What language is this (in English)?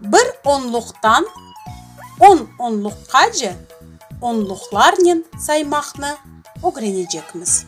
Crimean Tatar